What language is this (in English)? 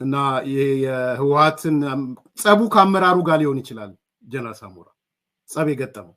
Amharic